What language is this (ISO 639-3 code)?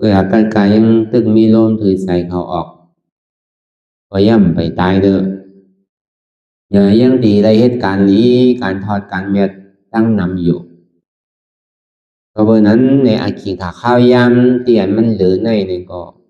shn